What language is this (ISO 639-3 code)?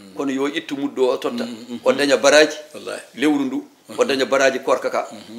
ful